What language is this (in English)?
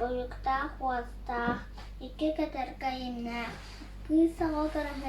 Yakut